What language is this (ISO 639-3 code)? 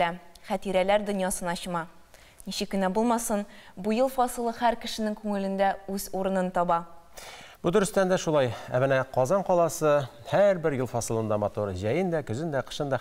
tat